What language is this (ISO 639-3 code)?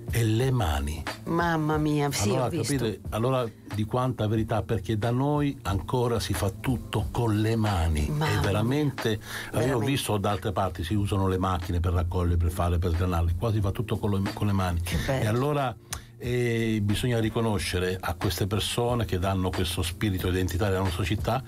ita